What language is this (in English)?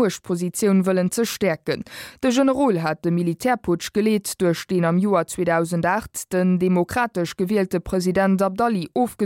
Luxembourgish